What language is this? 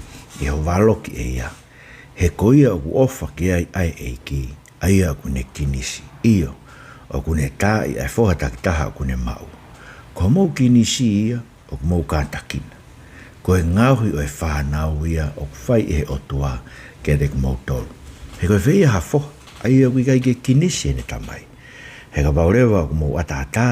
Tongan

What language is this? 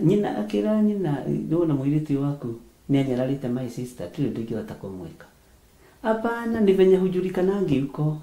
Kikuyu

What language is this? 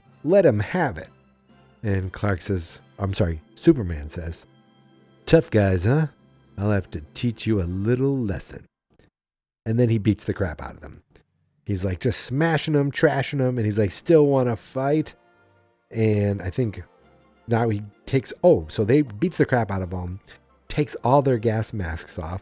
English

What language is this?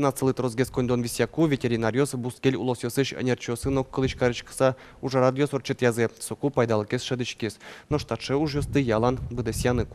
Udmurt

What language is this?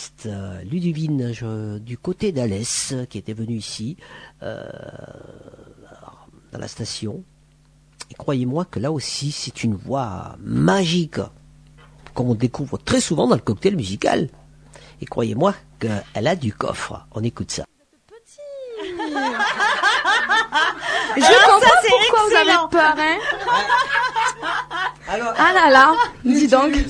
French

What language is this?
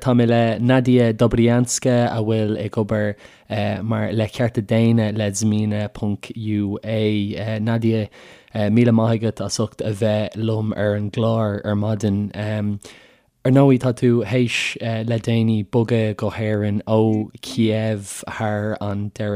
Irish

